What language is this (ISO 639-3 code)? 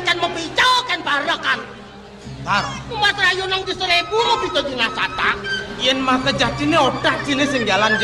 ban